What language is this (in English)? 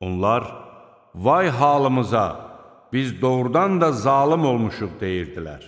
Azerbaijani